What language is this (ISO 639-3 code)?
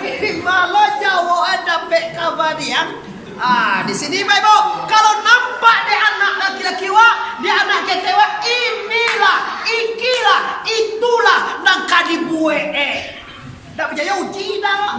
min